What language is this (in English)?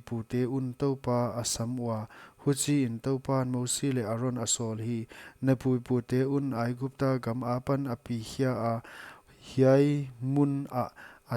Paite Chin